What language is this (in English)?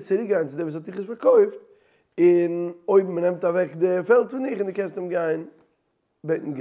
Yiddish